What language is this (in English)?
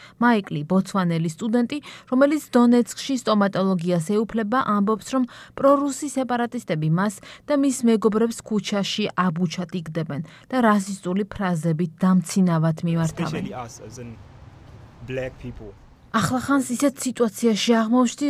Georgian